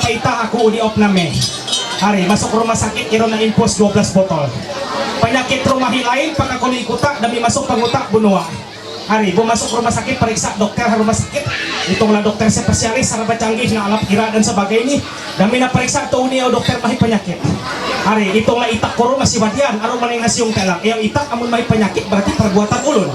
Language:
Ma'anyan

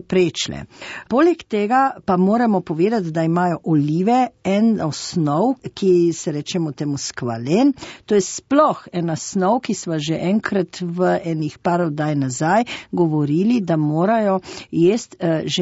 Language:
Slovenian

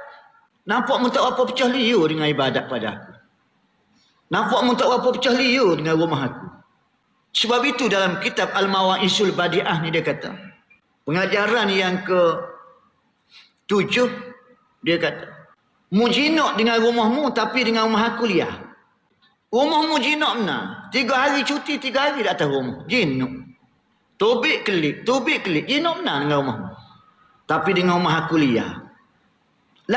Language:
Malay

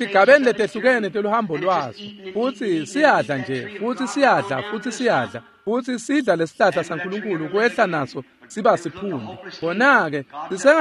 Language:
Swati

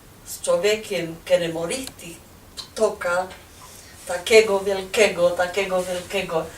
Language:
Silesian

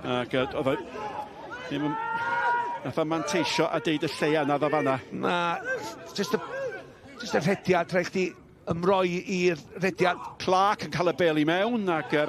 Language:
Welsh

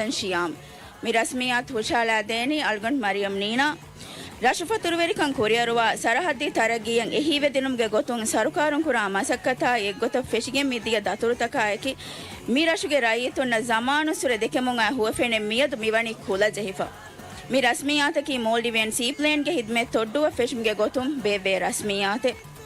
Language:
Divehi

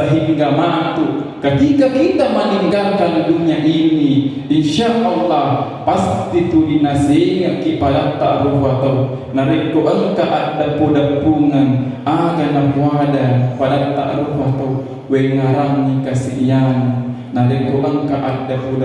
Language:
Buginese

